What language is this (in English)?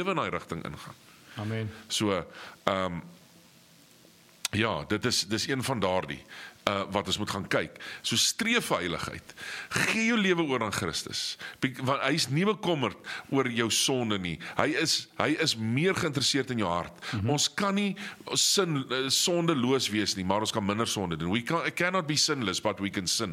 Afrikaans